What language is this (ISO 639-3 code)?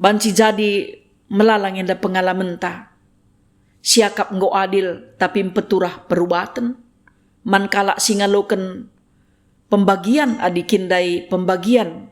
btx